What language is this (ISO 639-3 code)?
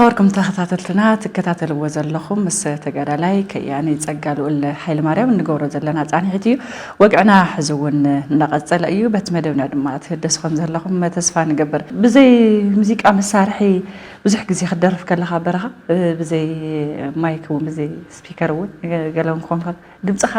tir